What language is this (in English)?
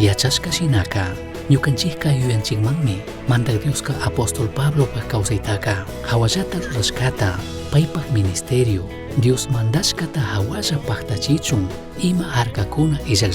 Chimborazo Highland Quichua